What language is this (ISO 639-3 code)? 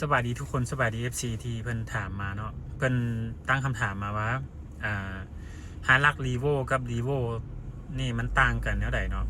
lao